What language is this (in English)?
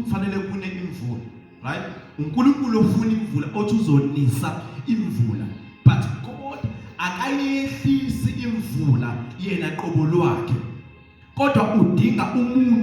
Zulu